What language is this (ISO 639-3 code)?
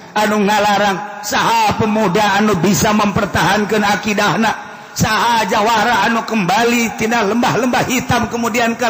sun